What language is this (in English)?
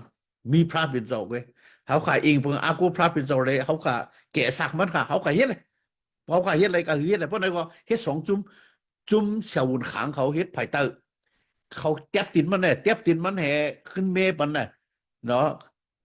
Shan